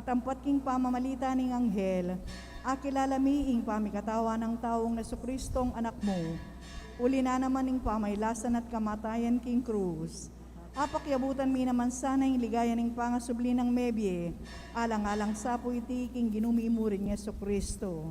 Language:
Pampanga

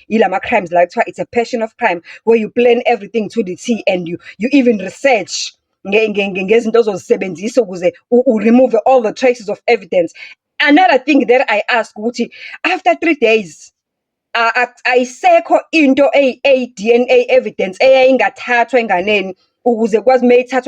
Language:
Zulu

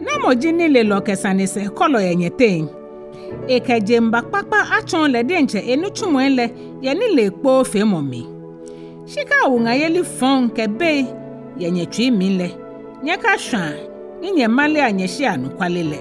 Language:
Ga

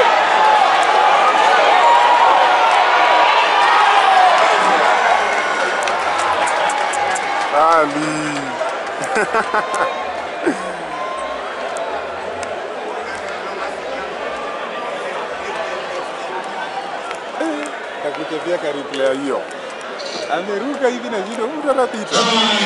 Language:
Swahili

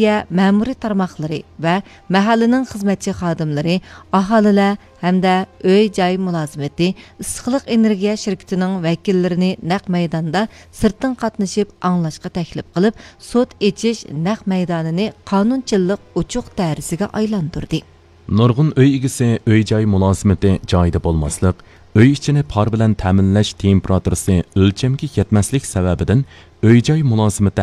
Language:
Uyghur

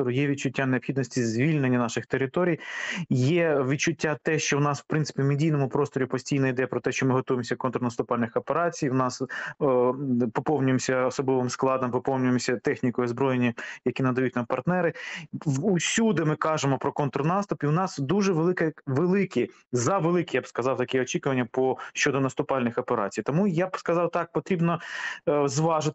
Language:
Ukrainian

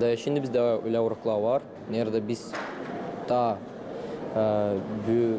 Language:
Gagauz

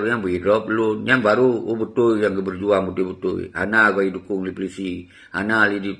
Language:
Achinese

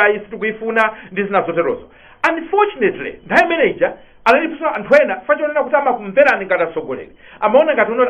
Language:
Nyanja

